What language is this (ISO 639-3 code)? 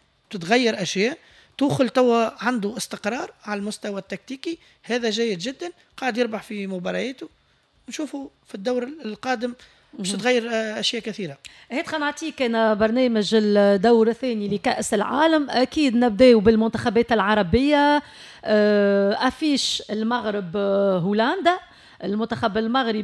aeb